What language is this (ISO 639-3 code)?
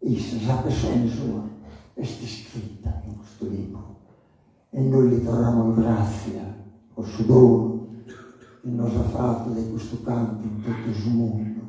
srd